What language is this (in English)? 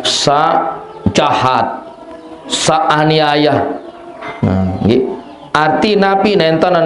Sasak